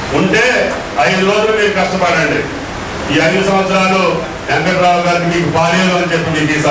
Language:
Telugu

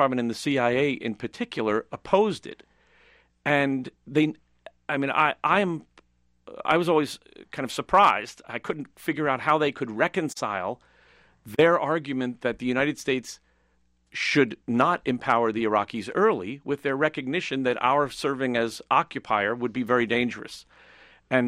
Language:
English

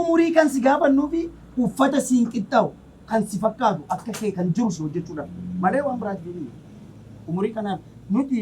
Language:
Oromo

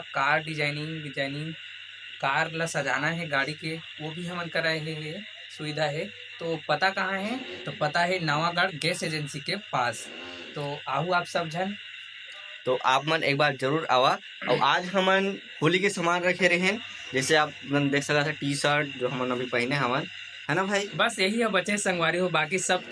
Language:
Chhattisgarhi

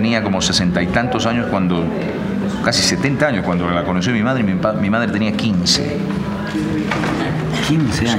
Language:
Spanish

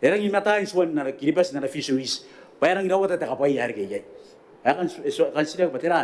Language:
Gilbertese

